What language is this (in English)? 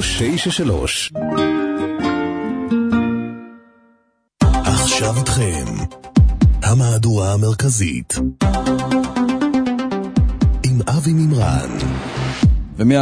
Hebrew